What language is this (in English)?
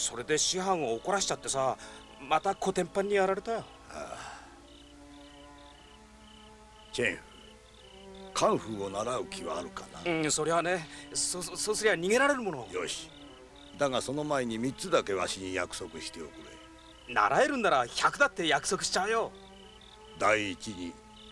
Japanese